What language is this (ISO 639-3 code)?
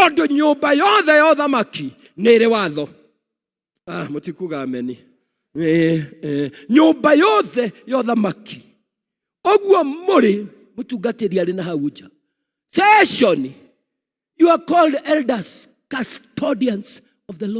kik